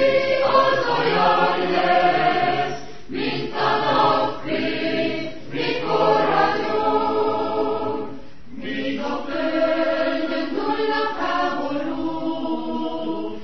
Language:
Hungarian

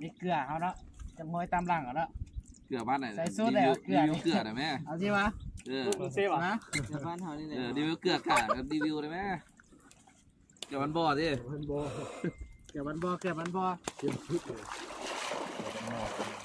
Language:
Lao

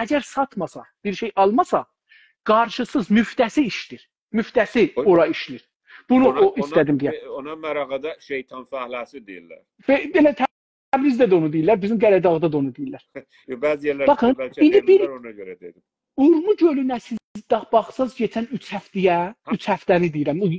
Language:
South Azerbaijani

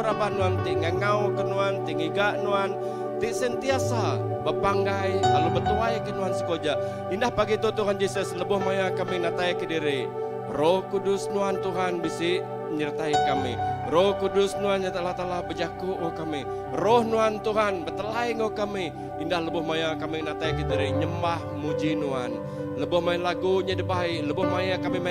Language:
Iban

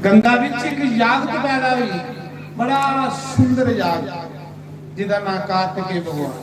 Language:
Dogri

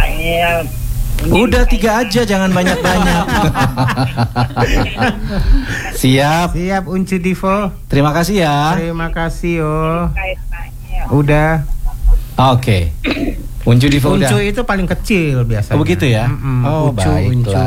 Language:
Indonesian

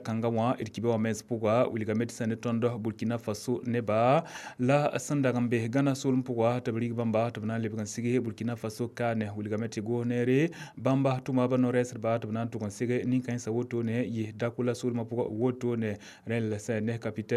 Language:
Mossi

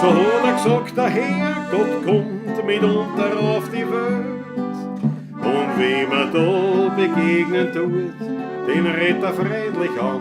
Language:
Bavarian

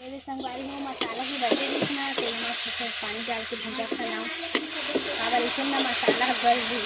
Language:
Chhattisgarhi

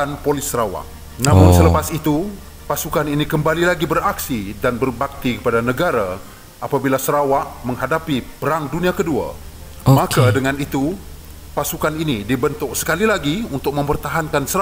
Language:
Malay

